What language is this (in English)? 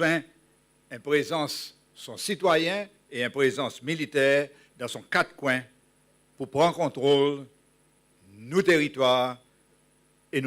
Seselwa Creole French